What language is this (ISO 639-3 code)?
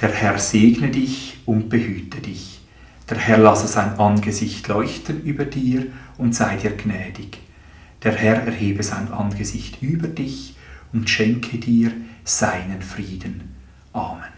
gsw